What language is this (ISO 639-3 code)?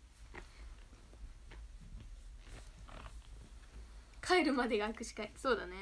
jpn